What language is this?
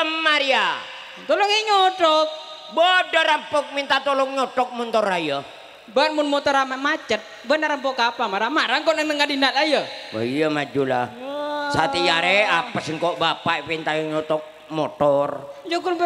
Madurese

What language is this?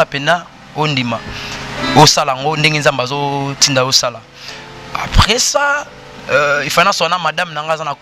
Lingala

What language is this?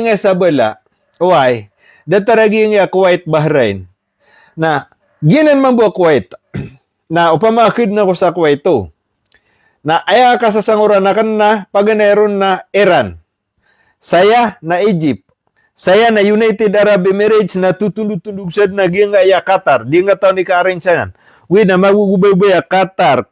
Maranao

